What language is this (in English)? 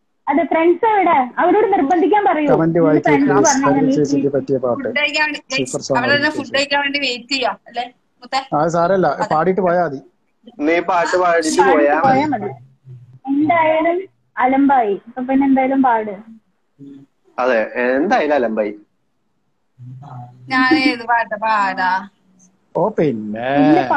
Malayalam